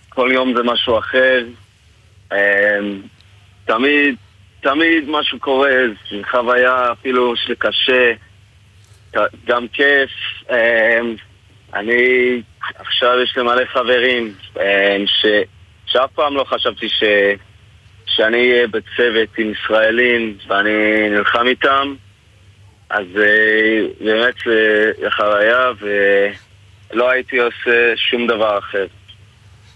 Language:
Hebrew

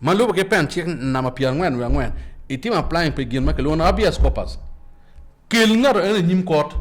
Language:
Acoli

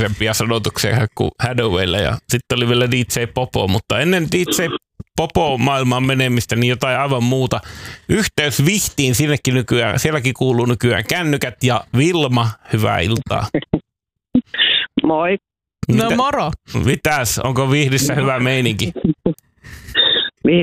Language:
Finnish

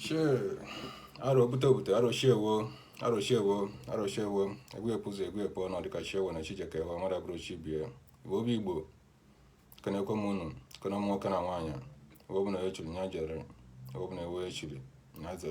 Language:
Igbo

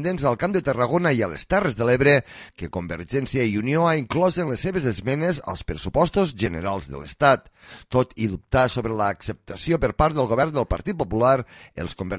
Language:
Catalan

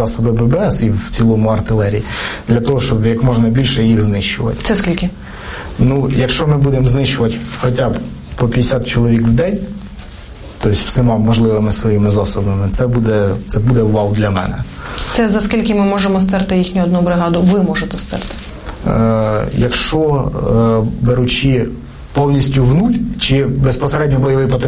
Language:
Ukrainian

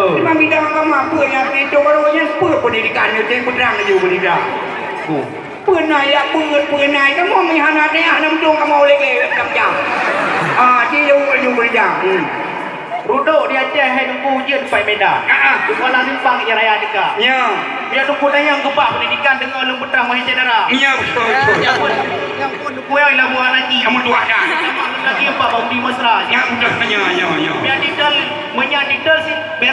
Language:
Achinese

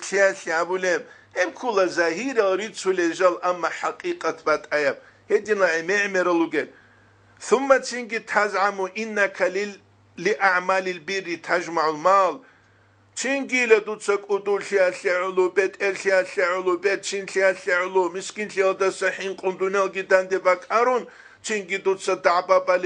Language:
Avaric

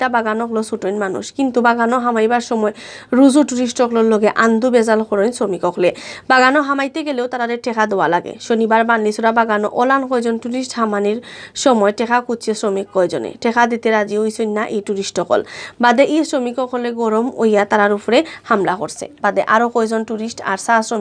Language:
Sylheti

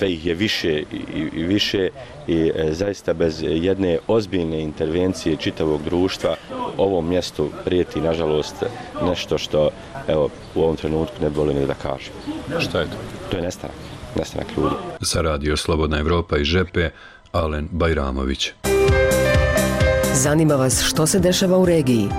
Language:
Bosnian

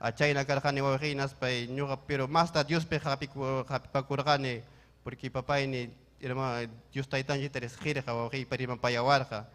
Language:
Ayacucho Quechua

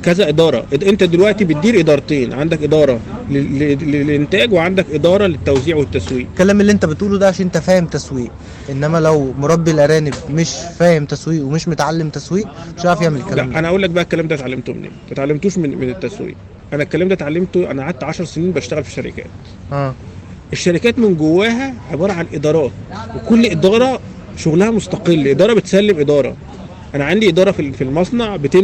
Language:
Egyptian Arabic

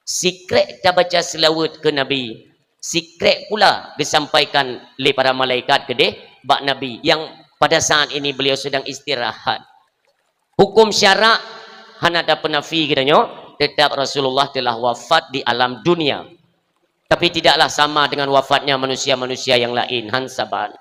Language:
Achinese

